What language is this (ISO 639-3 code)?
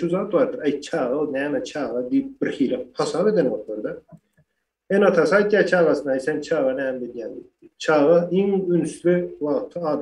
tuk